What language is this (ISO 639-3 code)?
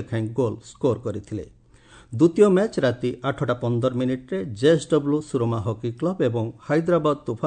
ori